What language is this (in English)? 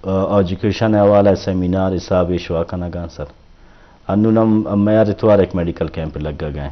Eastern Balochi